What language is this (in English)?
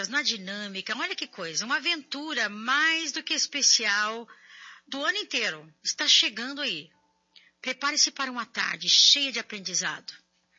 Portuguese